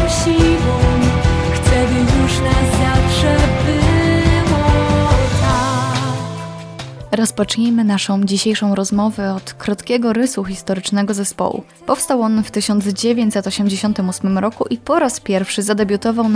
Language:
Polish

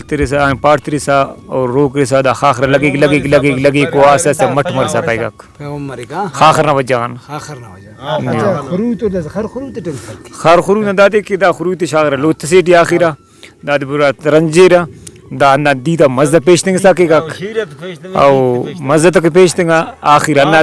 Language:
Brahui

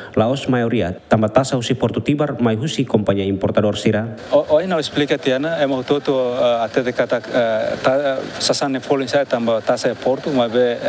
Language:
Tetum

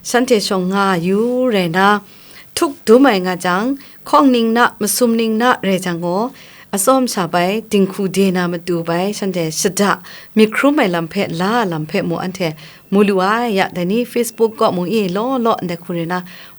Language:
Kachin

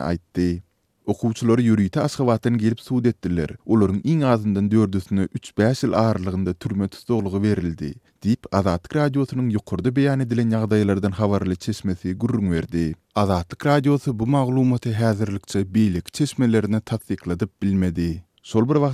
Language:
Turkmen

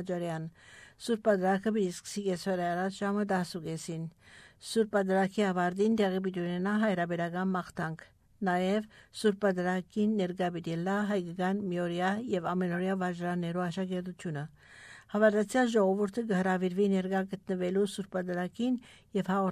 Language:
Armenian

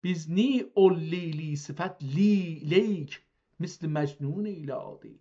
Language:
South Azerbaijani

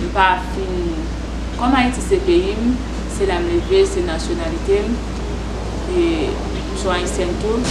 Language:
Haitian Creole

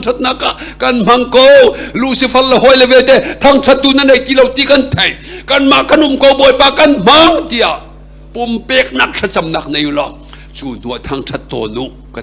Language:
Hakha Chin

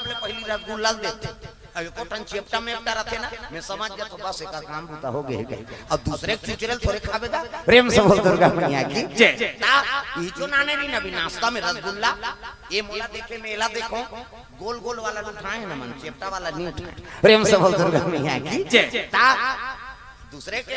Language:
Chhattisgarhi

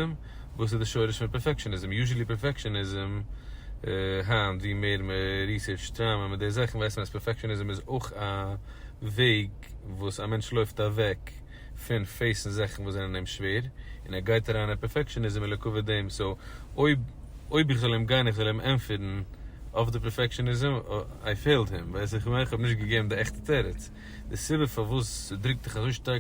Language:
Yiddish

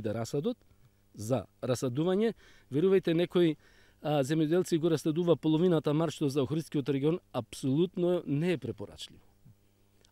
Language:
Macedonian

